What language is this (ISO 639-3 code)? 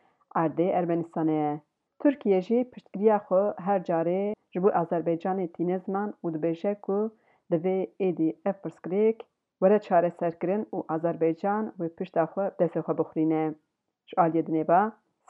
kur